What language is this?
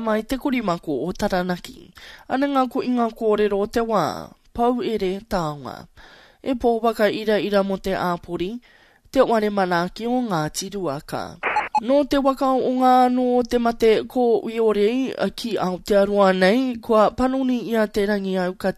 Māori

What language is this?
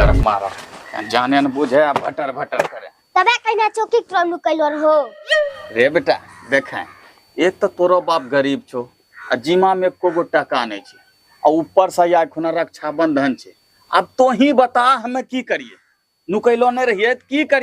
Angika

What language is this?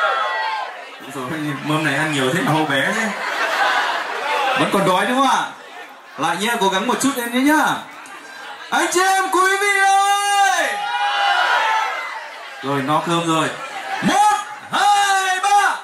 Vietnamese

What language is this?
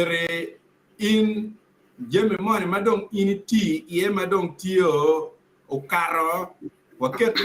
Acoli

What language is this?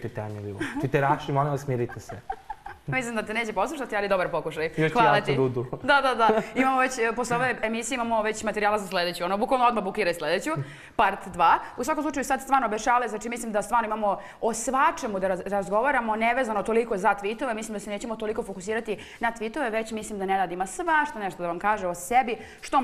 Serbian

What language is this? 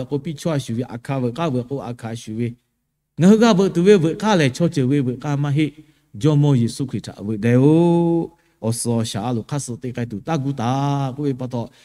Lahu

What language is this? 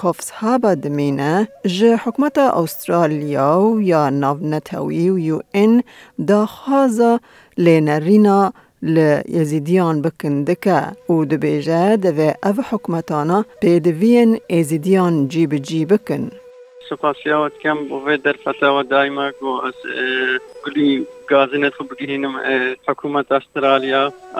Kurdish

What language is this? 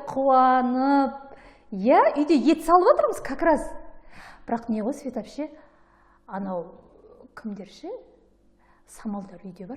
Kazakh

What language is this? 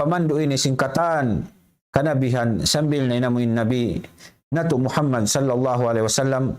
Tausug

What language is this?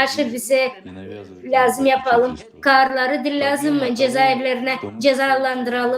Gagauz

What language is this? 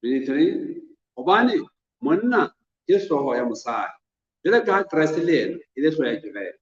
Southern Sotho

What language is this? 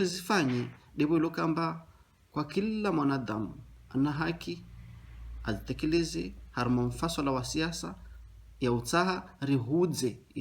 Ngazidja Comorian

